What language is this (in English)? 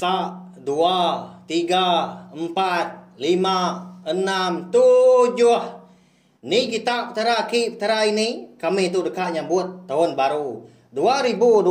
Iban